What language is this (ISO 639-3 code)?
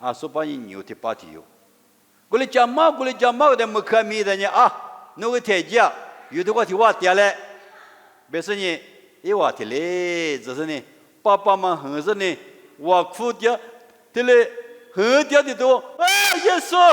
lis